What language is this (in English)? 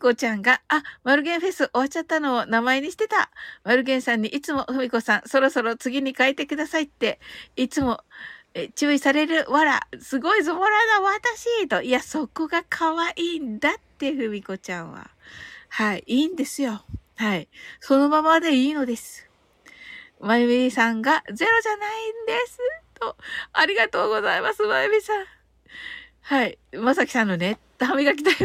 Japanese